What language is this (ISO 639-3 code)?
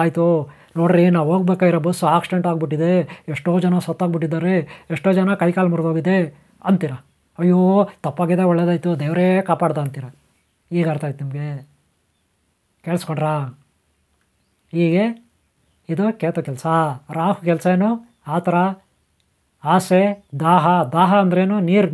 kan